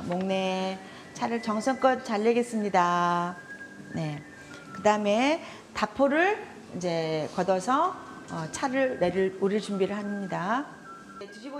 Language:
Korean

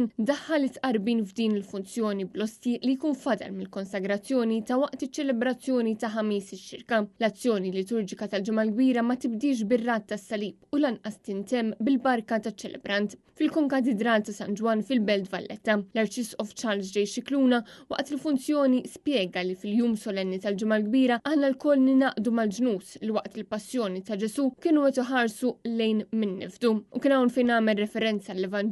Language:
Maltese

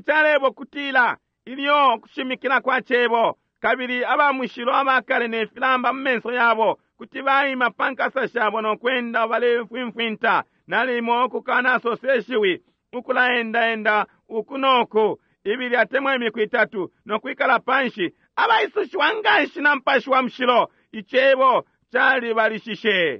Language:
Bemba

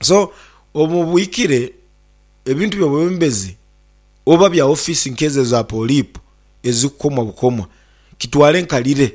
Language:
Nyankole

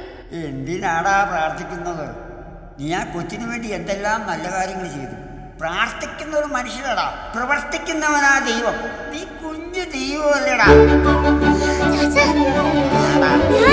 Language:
Malayalam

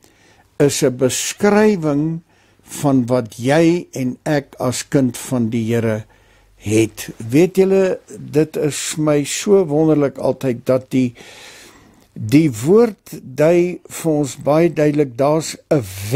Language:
Afrikaans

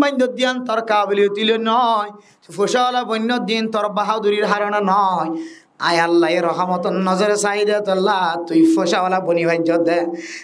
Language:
Rohingya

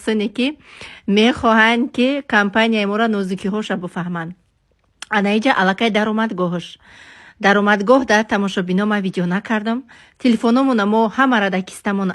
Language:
Tajik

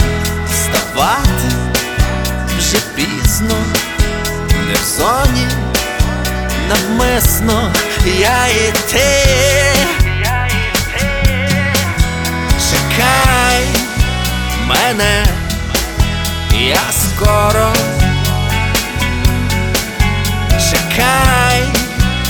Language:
Ukrainian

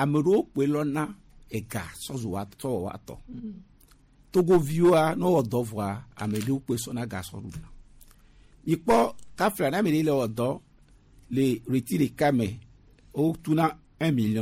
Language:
Gen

